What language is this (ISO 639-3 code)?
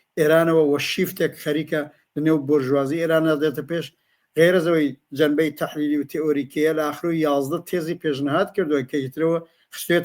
ckb